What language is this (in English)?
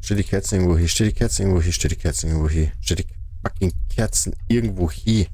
Bavarian